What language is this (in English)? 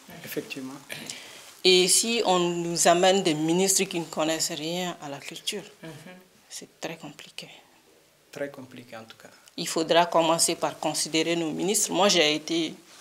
French